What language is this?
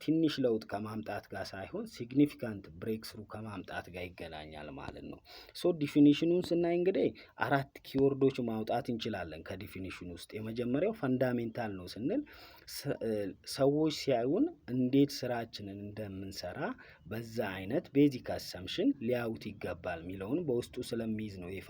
Amharic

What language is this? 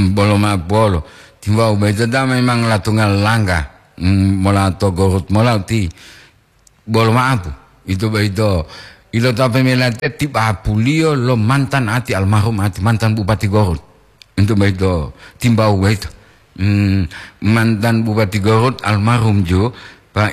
Gorontalo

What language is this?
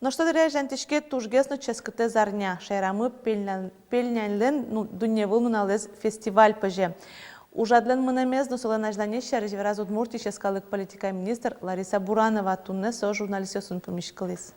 Udmurt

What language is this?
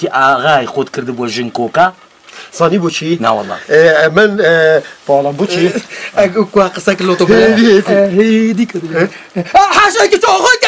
Kurdish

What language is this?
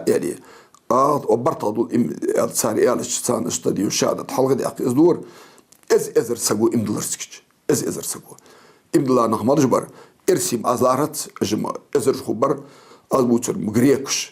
Ingush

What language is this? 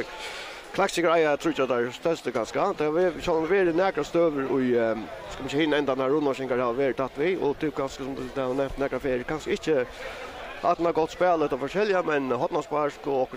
Faroese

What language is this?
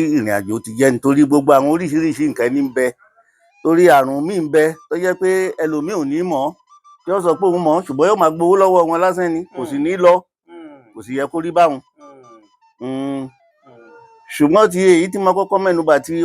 Yoruba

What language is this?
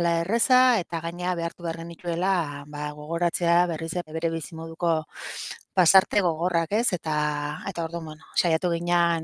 Basque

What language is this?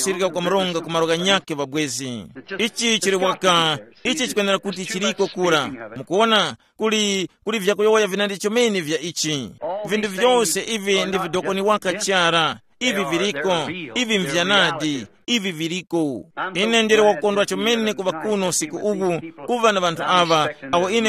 Tumbuka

